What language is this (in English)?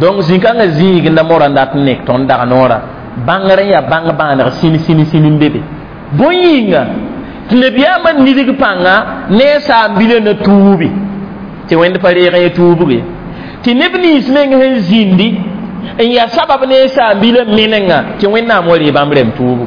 Mossi